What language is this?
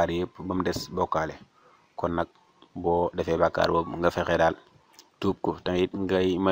Wolof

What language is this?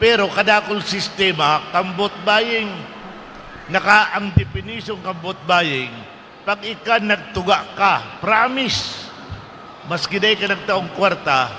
Bikol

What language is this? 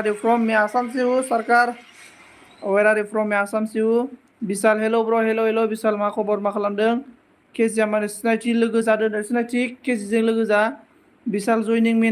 Bodo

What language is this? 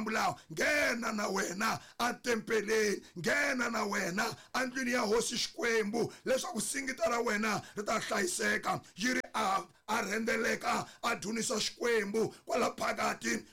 Tsonga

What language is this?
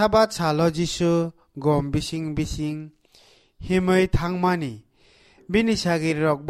Kok Borok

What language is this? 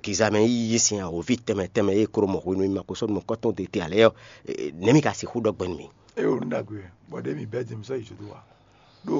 Fon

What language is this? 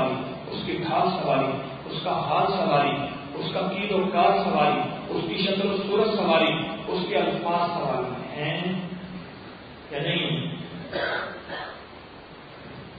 Urdu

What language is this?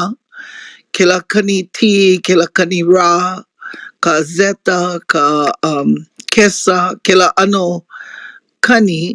Hawaiian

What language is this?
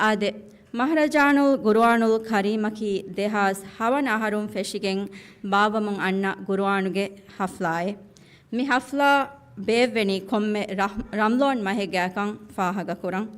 Divehi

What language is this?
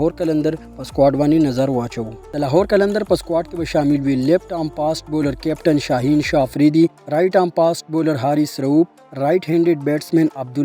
Pashto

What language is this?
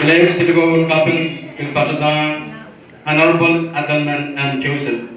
Pohnpeian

